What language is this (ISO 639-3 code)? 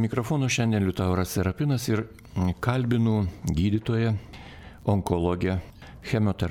lit